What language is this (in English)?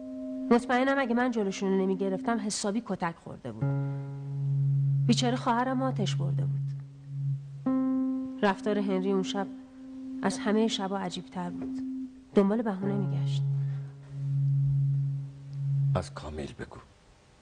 Persian